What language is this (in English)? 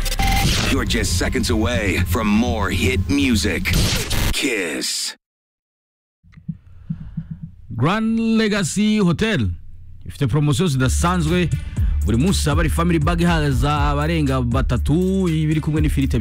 Kinyarwanda